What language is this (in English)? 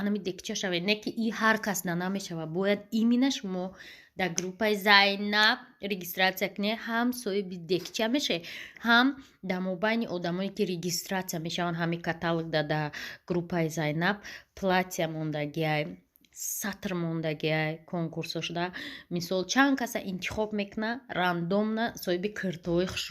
Tajik